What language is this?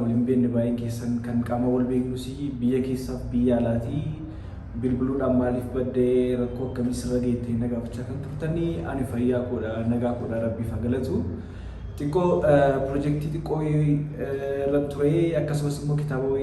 Oromo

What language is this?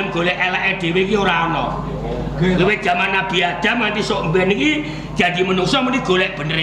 Javanese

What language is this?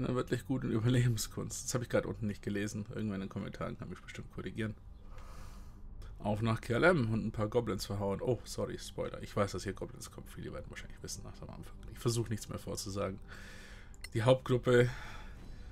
German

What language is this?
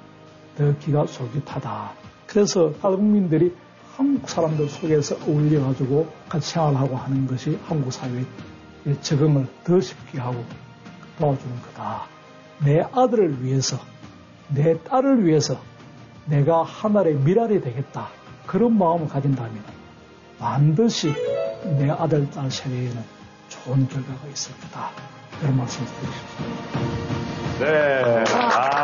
Korean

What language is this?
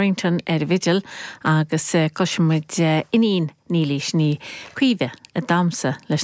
Irish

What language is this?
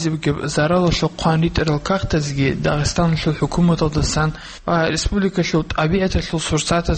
Avaric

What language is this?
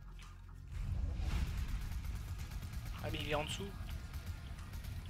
French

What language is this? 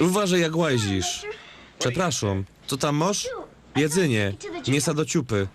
Silesian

